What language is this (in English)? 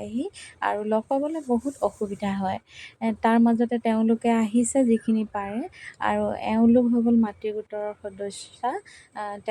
Assamese